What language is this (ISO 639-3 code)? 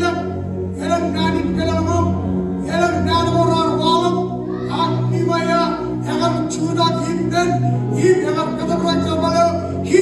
mah